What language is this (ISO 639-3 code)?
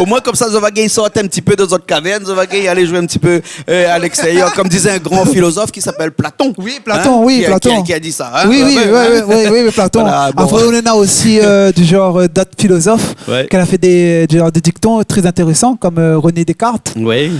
rcf